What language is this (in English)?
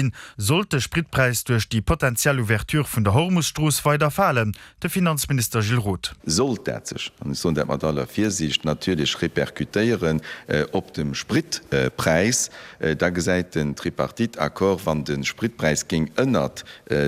Luxembourgish